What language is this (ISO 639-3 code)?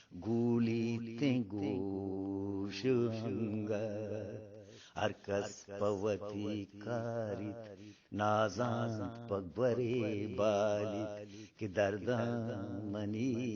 bgp